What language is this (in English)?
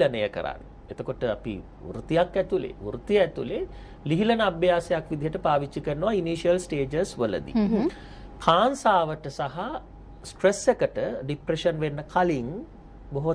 Sinhala